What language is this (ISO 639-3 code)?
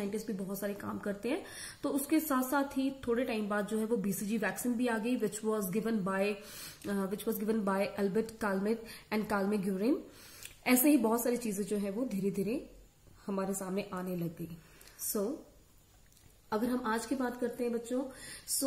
hin